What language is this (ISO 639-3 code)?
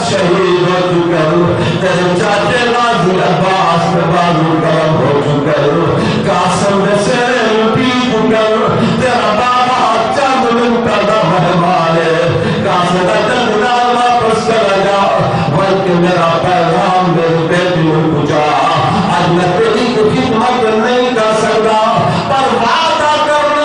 skr